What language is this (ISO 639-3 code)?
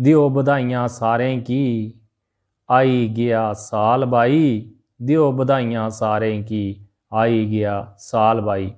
doi